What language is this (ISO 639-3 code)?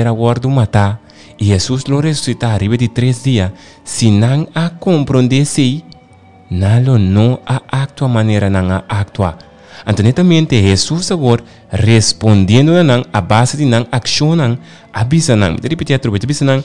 pap